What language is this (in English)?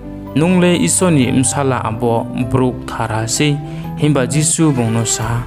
Riang (India)